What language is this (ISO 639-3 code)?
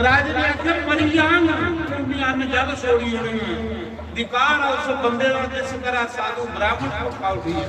doi